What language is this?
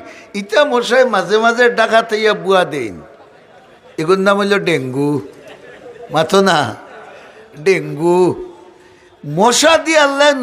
Sylheti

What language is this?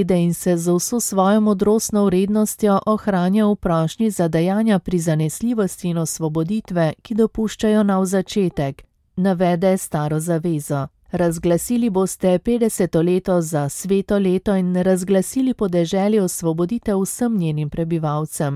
Slovenian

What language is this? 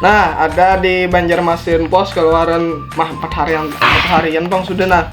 Banjar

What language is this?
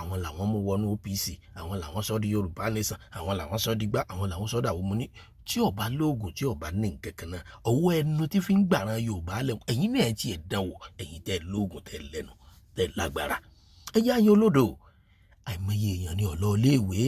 Yoruba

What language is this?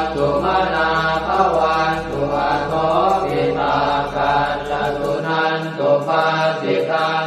Pali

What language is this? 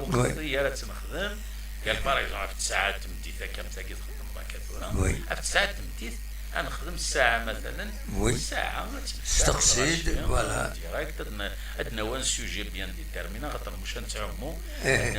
Kabyle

